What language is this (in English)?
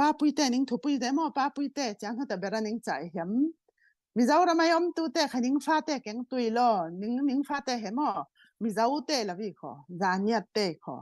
Falam Chin